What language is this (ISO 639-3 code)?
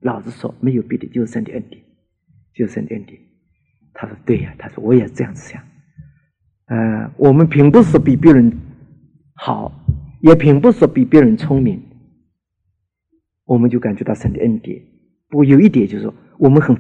zho